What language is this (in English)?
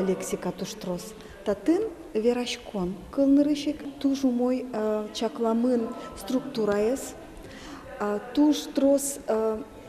Udmurt